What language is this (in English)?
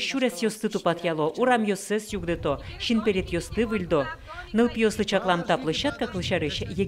Udmurt